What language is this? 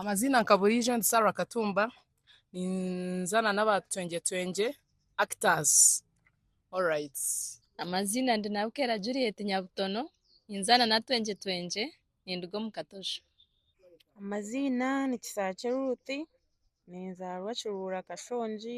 Nyankole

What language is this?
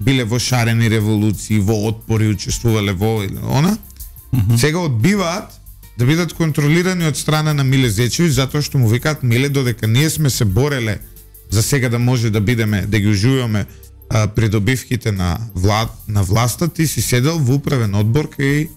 Macedonian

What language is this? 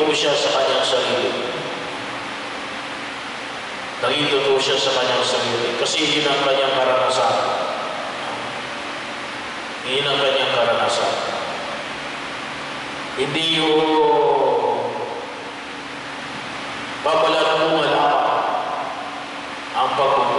Filipino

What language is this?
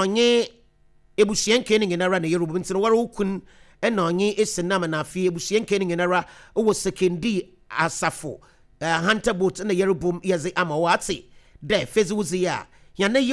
Akan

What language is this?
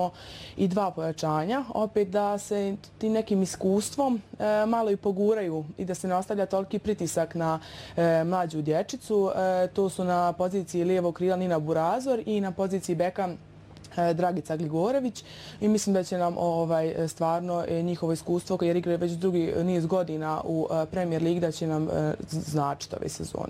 Bosnian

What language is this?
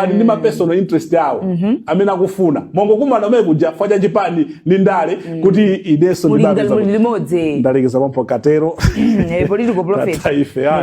Nyanja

